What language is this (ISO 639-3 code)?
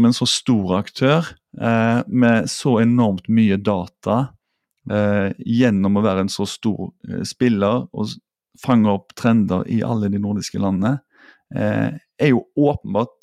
nor